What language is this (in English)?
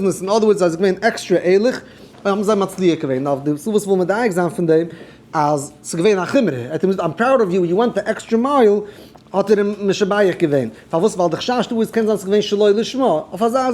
Yiddish